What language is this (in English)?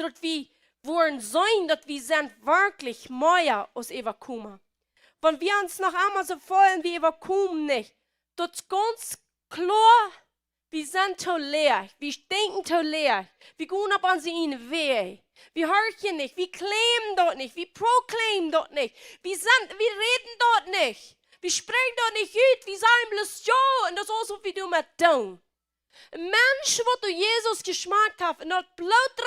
Plautdietsch